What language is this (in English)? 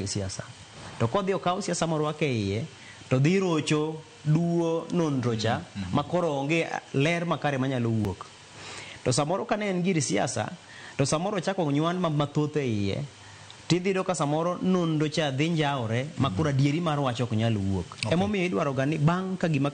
Luo (Kenya and Tanzania)